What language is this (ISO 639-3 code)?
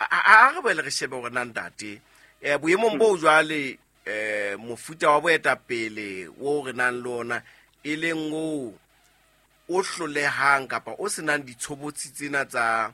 sot